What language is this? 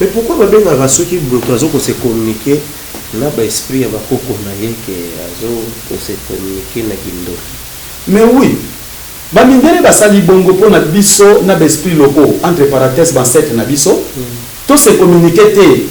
Lingala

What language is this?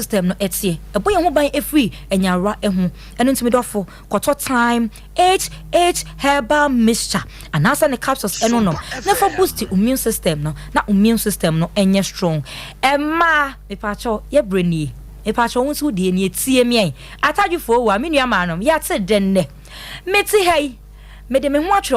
Akan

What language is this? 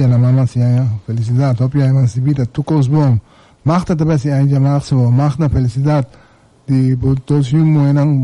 Papiamento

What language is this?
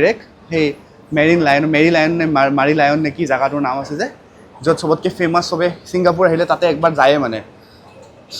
Assamese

